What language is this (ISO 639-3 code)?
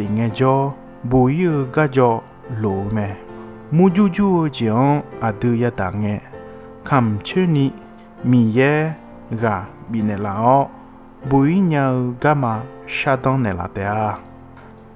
ahk